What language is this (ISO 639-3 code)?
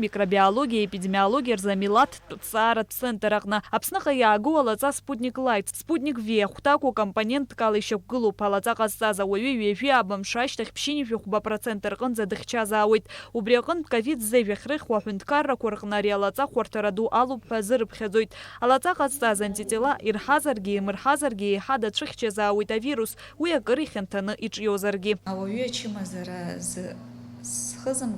abk